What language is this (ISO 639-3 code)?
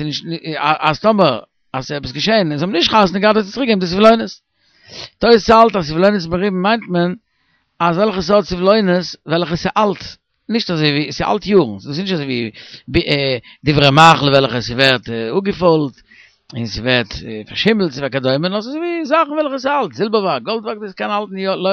yid